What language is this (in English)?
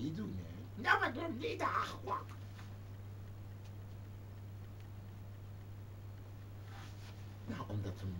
Dutch